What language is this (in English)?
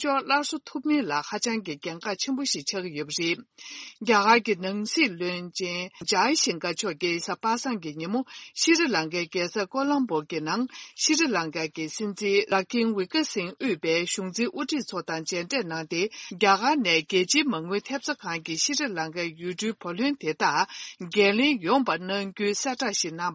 Tibetan